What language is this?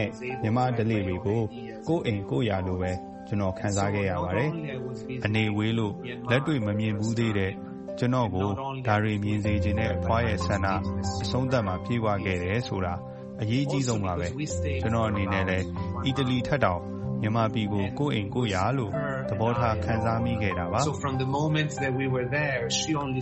Burmese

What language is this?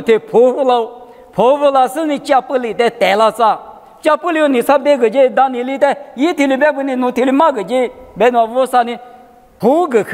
Lisu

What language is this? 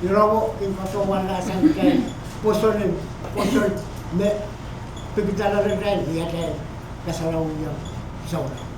Pohnpeian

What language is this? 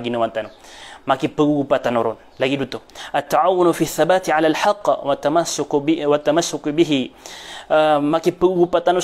Maranao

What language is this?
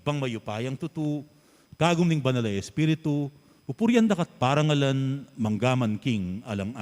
Pampanga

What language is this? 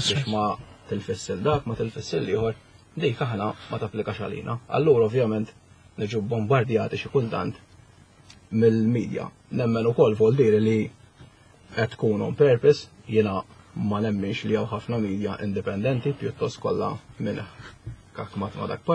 Maltese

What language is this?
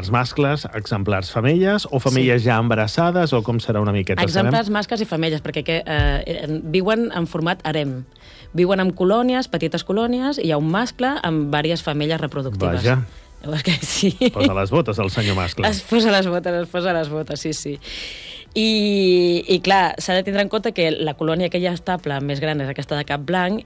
Catalan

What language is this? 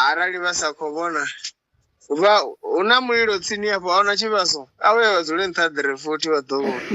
Venda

